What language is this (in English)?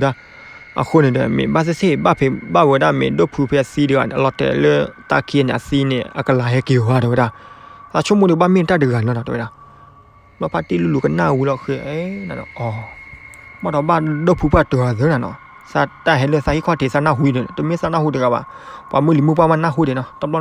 S'gaw Karen